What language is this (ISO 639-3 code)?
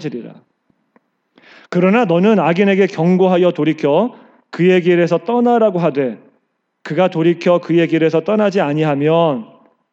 kor